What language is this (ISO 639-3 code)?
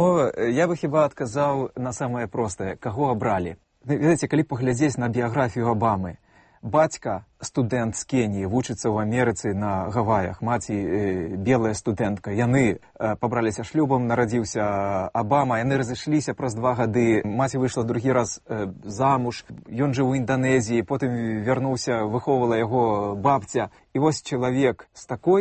bel